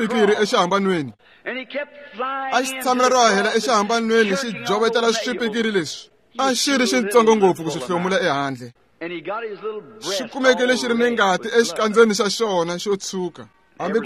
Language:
Tsonga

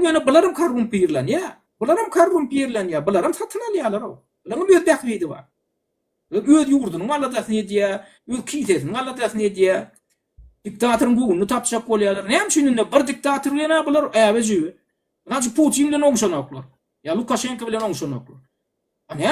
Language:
Turkmen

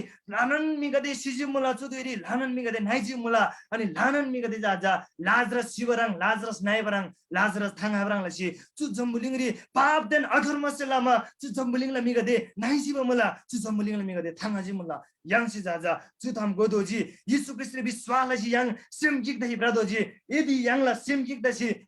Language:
Eastern Tamang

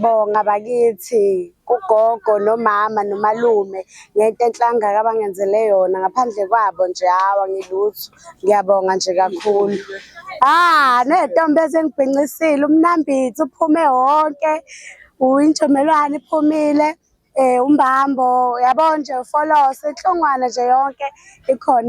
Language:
Zulu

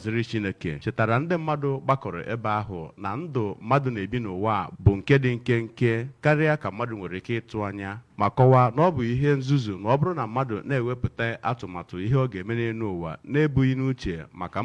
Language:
Igbo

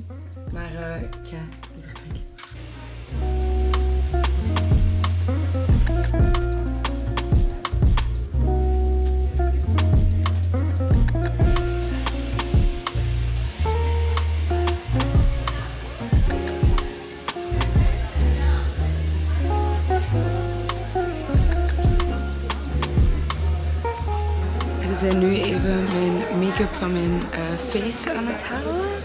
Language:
Dutch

